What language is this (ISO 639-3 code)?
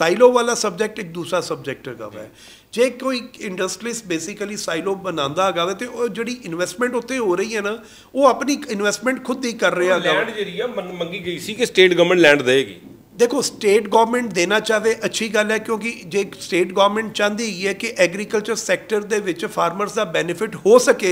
pan